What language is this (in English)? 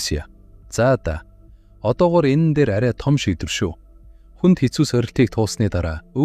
Mongolian